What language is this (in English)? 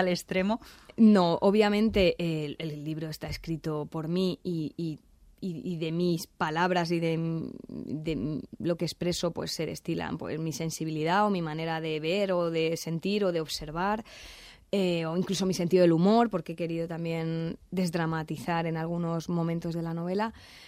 Spanish